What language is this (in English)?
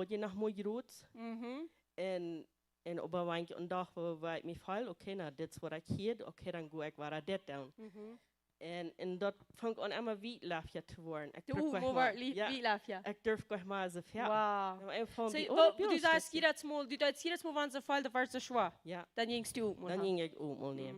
Plautdietsch